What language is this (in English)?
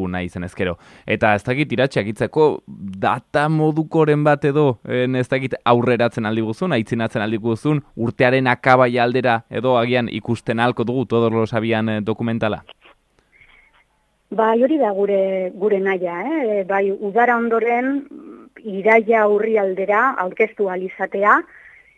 Basque